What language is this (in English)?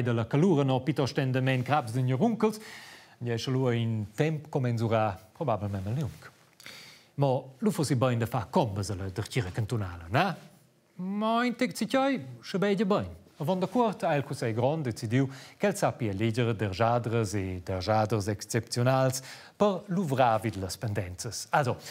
Romansh